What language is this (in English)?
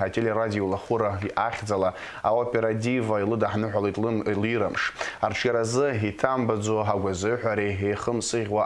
Abkhazian